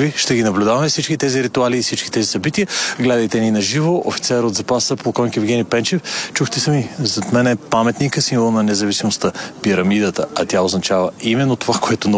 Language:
Bulgarian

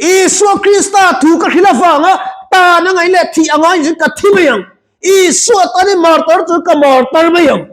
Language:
Mizo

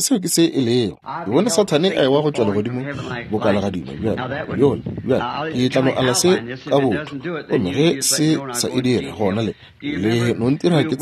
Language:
Northern Sotho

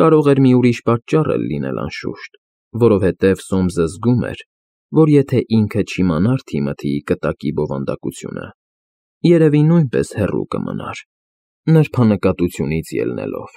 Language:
Armenian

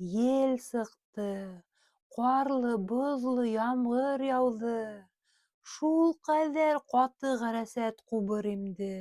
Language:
Bashkir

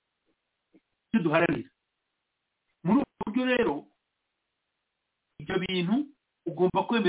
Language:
Kinyarwanda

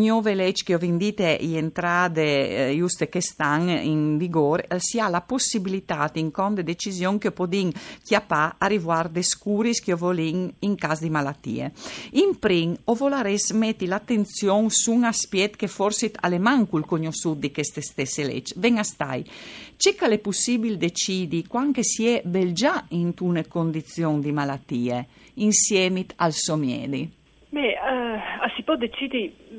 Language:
Friulian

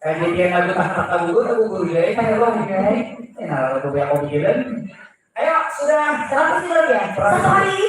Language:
Banjar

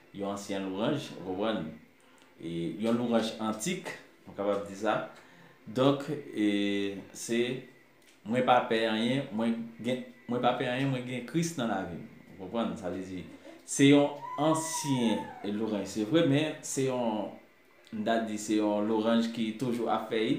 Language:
Haitian Creole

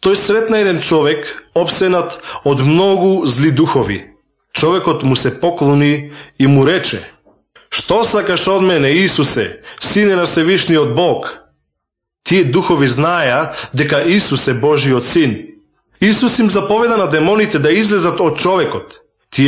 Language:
Macedonian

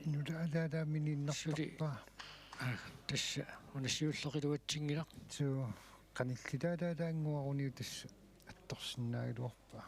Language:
Kalaallisut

